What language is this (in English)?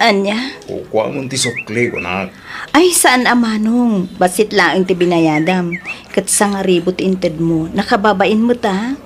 Iloko